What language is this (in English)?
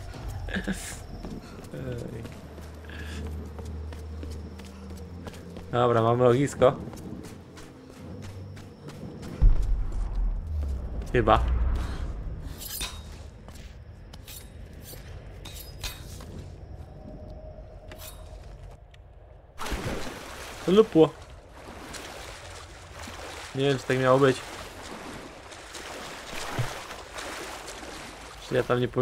Polish